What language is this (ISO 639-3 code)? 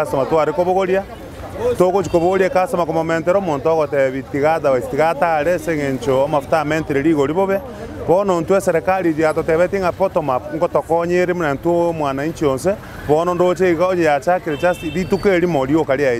guz